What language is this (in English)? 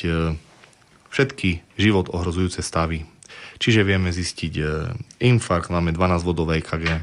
Slovak